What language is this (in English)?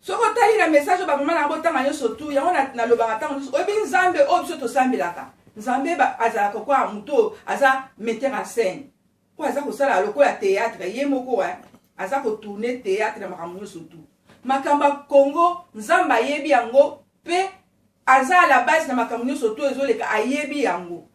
Lingala